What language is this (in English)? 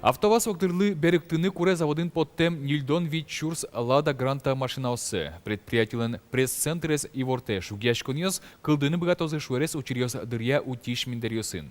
Udmurt